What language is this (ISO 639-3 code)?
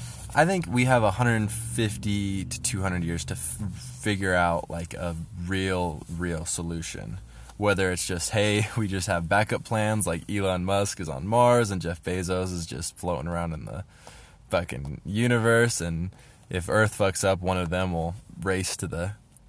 eng